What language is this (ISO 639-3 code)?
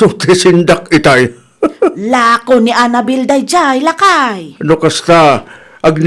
ilo